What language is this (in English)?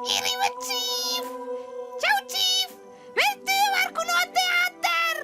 Romansh